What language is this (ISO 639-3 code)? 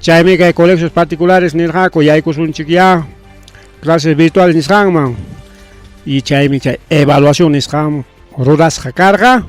quy